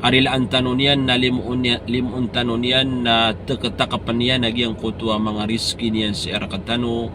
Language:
Maranao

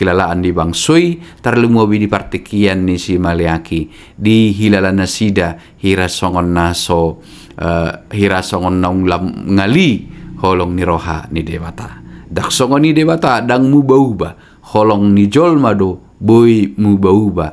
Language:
Batak Toba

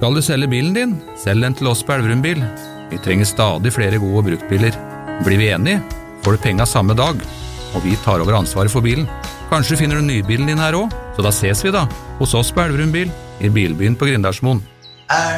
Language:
Norwegian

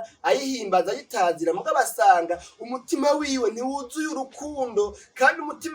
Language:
Rundi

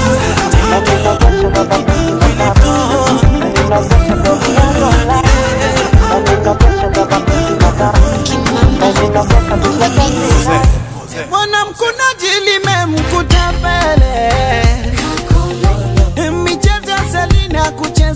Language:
Swahili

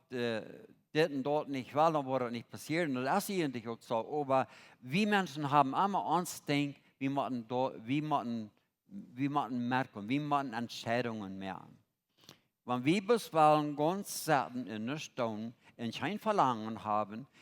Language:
Plautdietsch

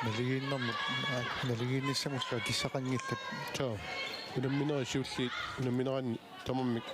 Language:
Kalaallisut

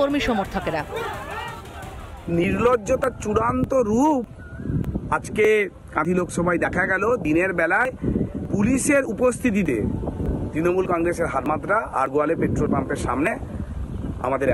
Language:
Bangla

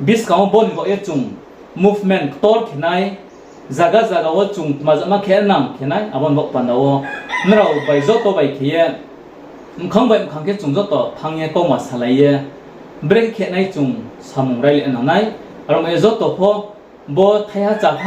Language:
Riang (India)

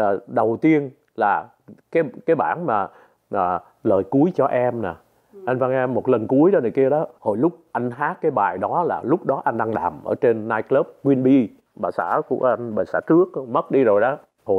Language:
Vietnamese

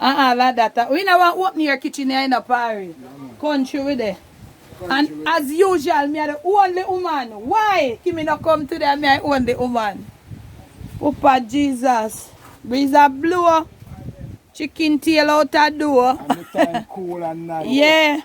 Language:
Jamaican Creole English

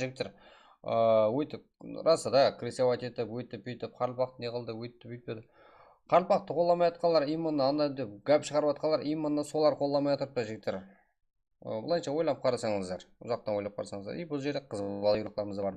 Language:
Kara-Kalpak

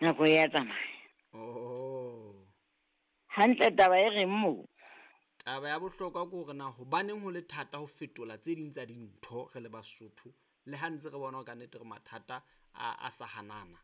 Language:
Southern Sotho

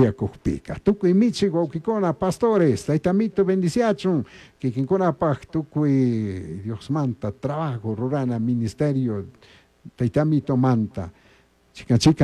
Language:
Chimborazo Highland Quichua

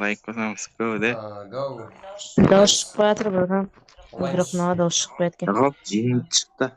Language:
Kara-Kalpak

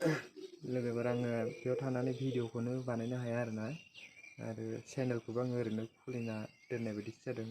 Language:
Bodo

